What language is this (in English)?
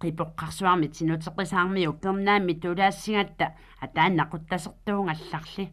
Kalaallisut